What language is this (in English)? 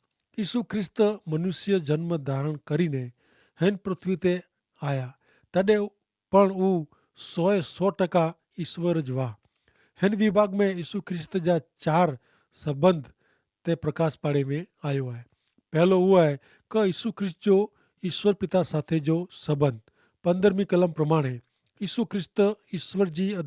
Kachhi